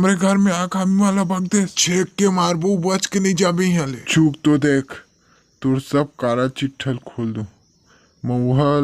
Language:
Chhattisgarhi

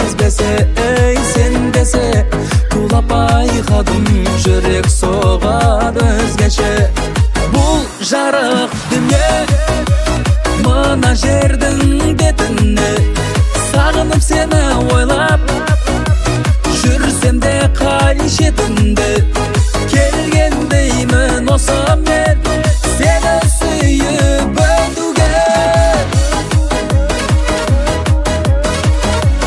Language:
Kazakh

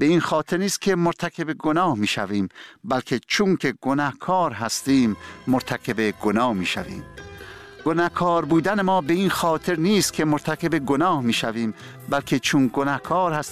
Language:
Persian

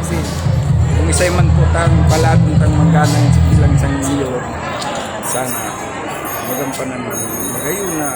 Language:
Bikol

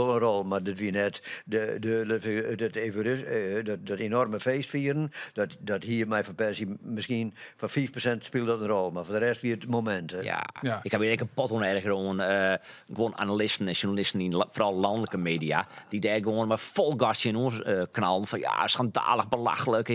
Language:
Western Frisian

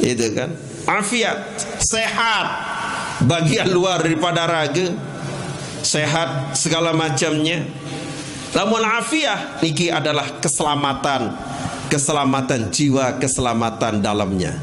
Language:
Sasak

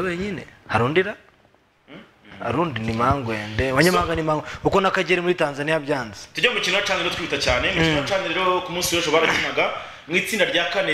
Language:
Kinyarwanda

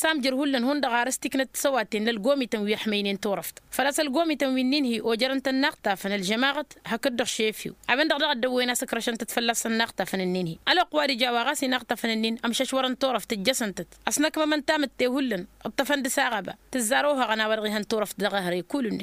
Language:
Tamasheq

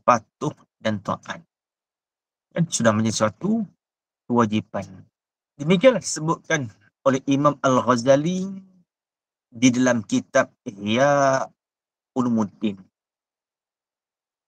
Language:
Malay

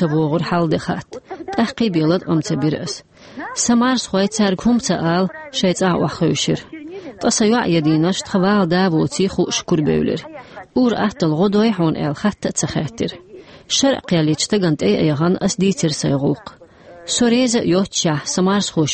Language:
Chechen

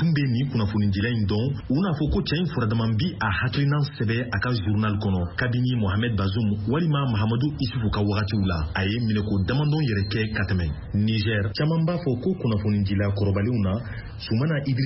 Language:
Bambara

